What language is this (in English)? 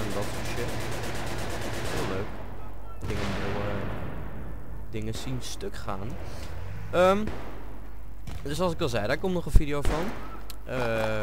Dutch